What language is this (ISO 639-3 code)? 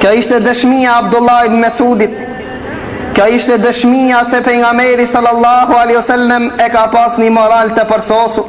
sqi